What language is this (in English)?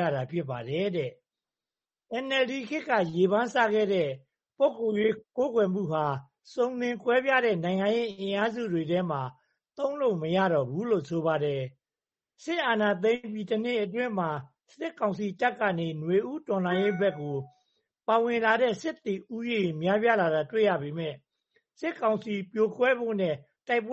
Burmese